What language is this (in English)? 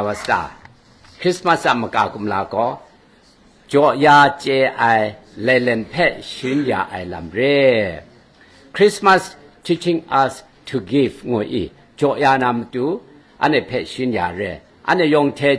Kachin